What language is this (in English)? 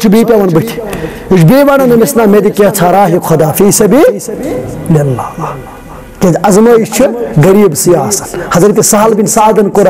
Kashmiri